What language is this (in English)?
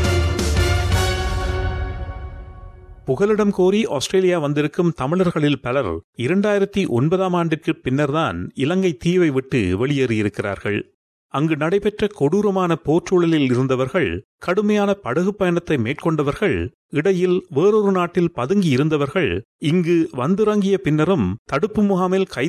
Tamil